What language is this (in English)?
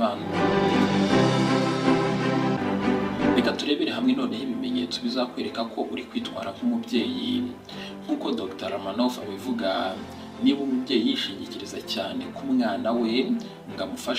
Kinyarwanda